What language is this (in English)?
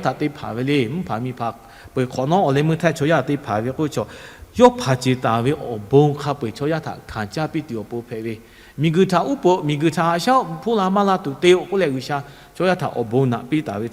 Lahu